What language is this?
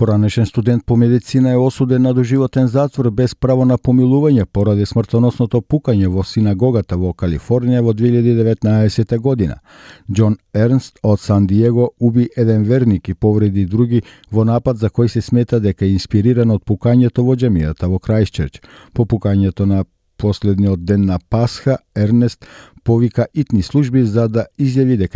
Macedonian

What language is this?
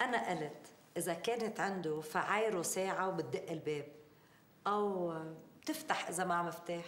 North Levantine Arabic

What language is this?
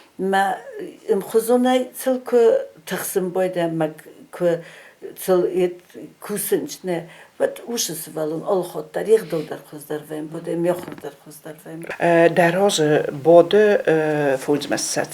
Ossetic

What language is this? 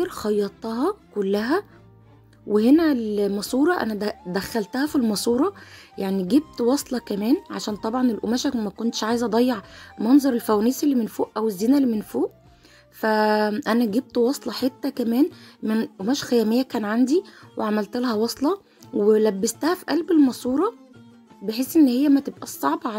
Egyptian Arabic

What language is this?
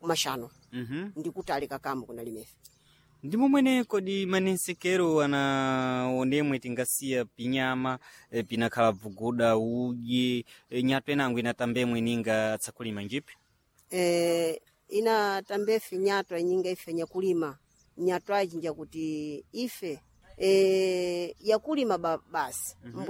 Sena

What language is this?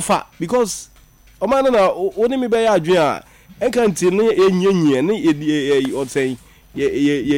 Akan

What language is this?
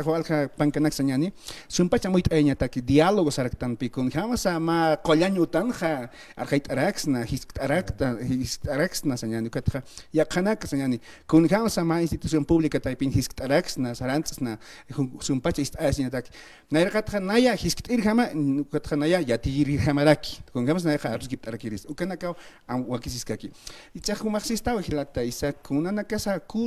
Aymara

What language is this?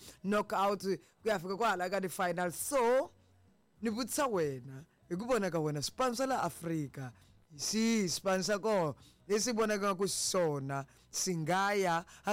Tsonga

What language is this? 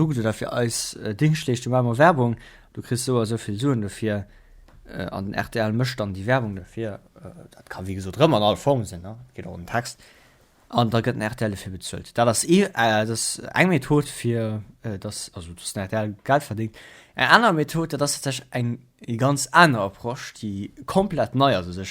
Luxembourgish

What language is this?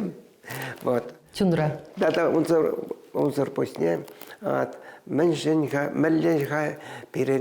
Chuvash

